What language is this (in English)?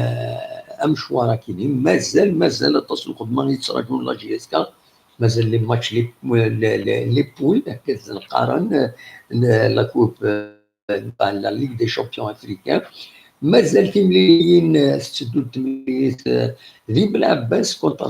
Kabyle